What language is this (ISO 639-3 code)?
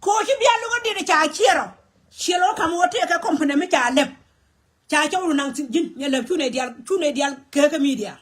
nus